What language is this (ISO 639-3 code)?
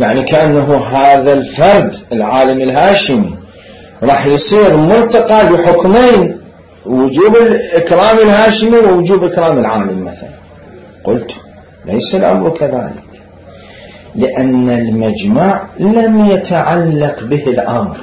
acm